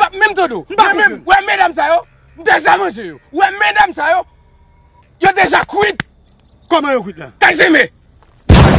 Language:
Haitian Creole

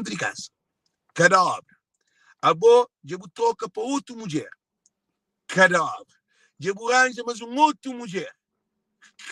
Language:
Kabuverdianu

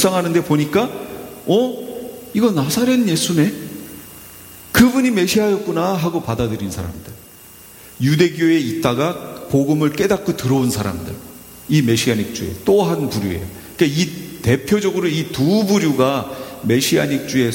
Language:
Korean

